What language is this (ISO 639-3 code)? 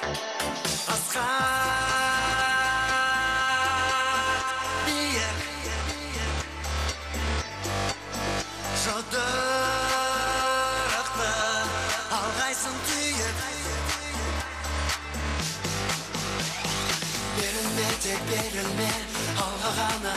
kaz